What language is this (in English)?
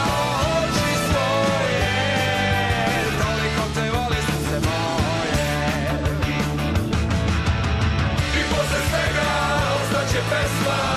Serbian